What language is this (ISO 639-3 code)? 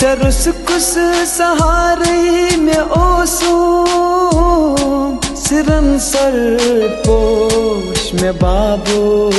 kas